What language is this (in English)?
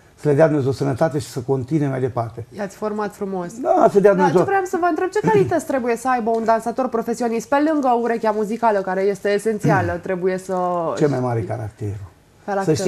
Romanian